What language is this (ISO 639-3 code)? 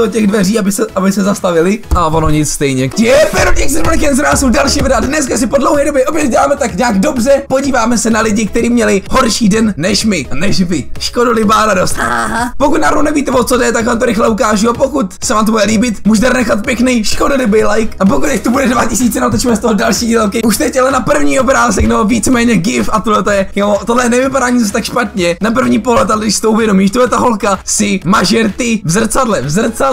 ces